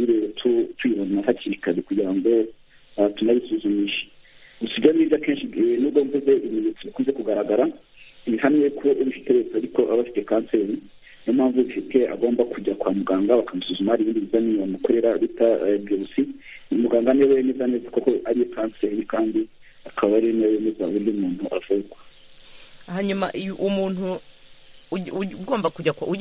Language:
Kinyarwanda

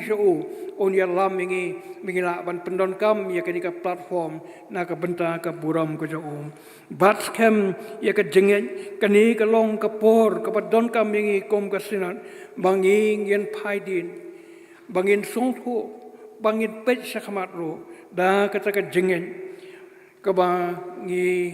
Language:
Khasi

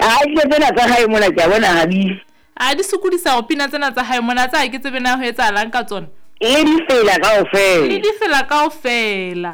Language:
Southern Sotho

